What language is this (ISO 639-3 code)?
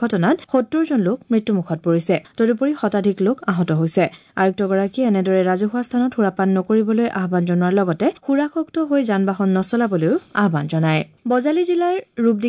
asm